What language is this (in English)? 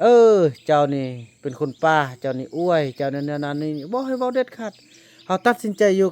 Lao